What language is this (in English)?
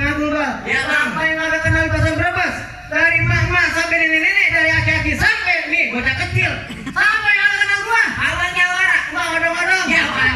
Betawi